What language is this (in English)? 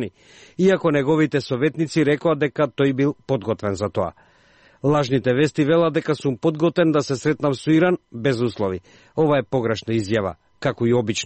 Macedonian